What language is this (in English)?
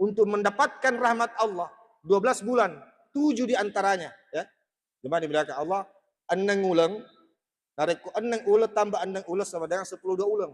Buginese